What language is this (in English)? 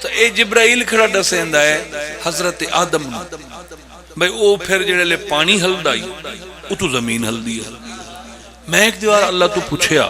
Pahari-Potwari